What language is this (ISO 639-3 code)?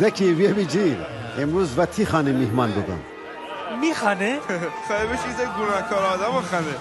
glk